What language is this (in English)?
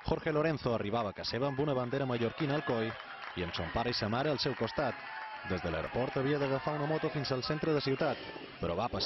Catalan